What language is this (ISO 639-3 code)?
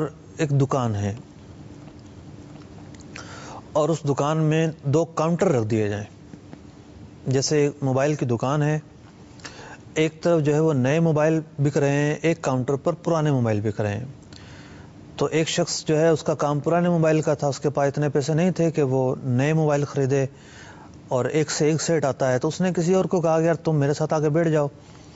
urd